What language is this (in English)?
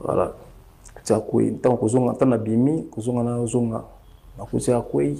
Lingala